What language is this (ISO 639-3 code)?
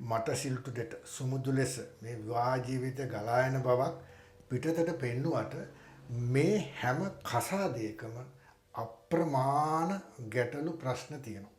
sin